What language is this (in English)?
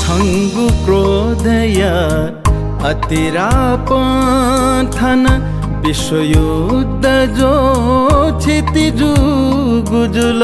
Newari